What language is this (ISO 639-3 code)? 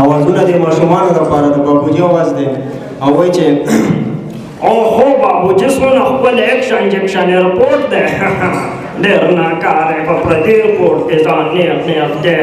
pus